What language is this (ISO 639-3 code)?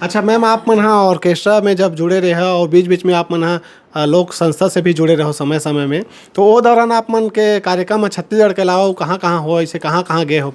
hne